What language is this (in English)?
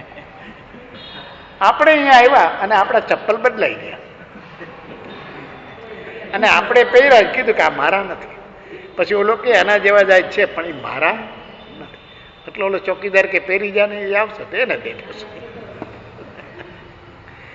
Gujarati